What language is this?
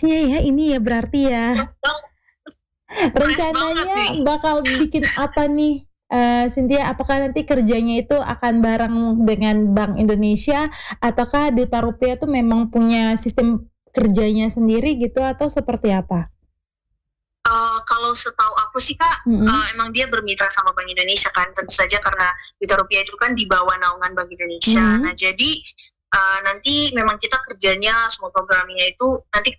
Indonesian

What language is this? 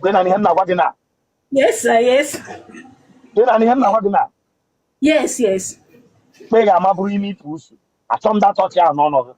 Igbo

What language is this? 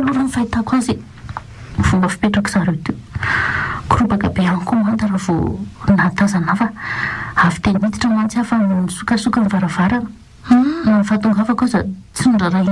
Malagasy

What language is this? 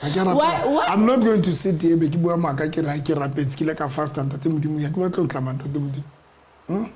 Southern Sotho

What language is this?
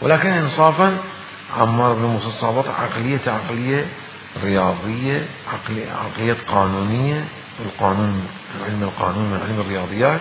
Mesopotamian Arabic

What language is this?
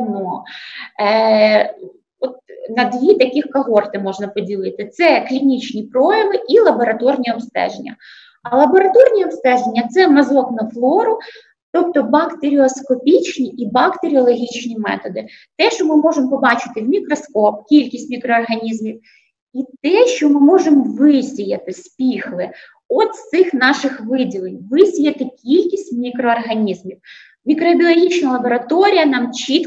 Ukrainian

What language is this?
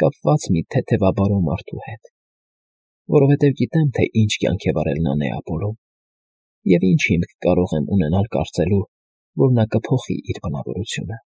Armenian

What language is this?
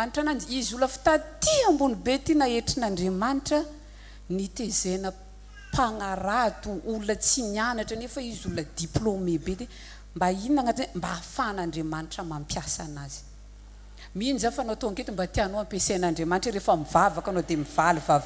Malagasy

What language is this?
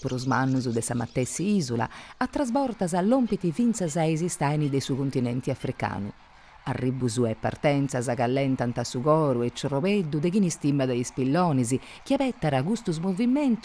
Sardinian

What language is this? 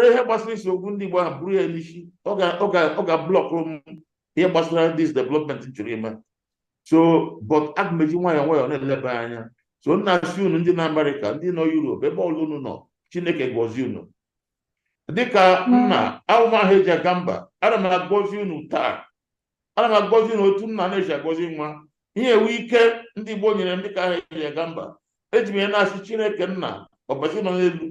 Igbo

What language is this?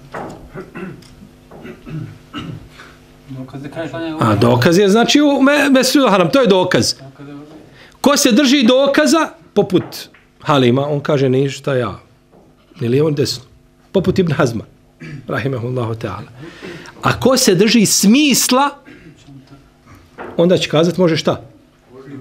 Bosnian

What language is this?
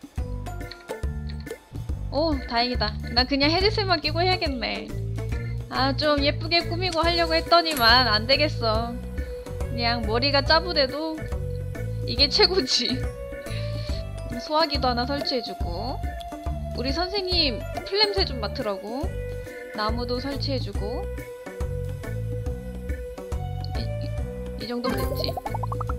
Korean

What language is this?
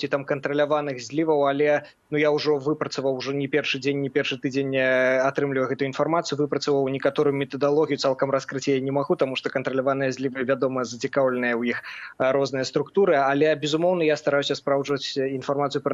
Belarusian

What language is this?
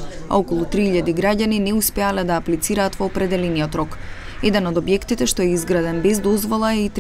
Macedonian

